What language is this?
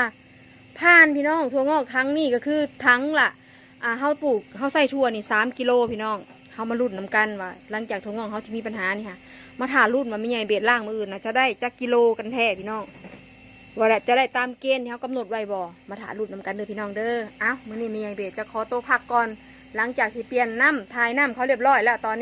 Northeastern Thai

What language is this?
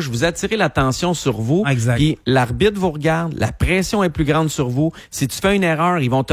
French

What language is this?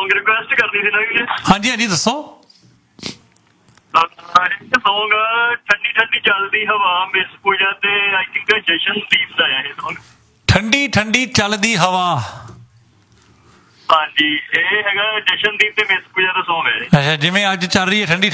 Punjabi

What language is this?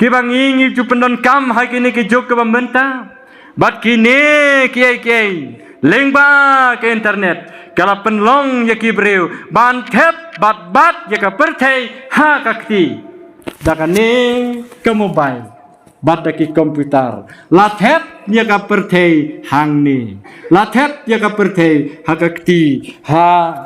Khasi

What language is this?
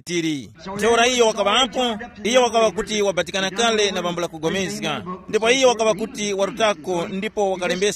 Tumbuka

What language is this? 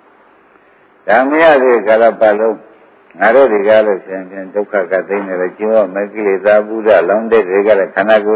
Burmese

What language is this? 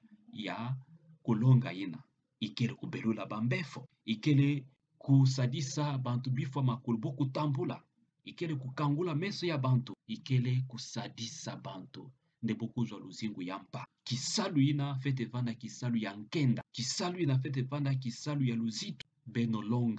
Kituba (Democratic Republic of Congo)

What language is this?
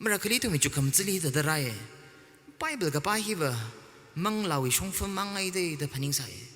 Tangkhul Naga (India)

